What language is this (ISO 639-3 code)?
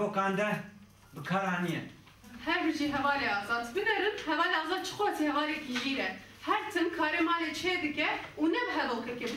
kur